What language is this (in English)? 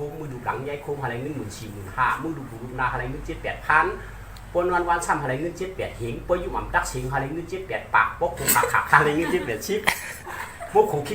Shan